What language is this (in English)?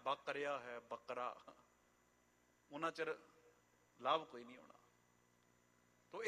Punjabi